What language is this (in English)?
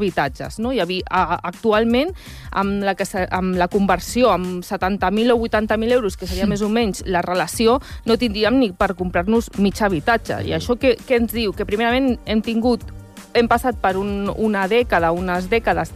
Catalan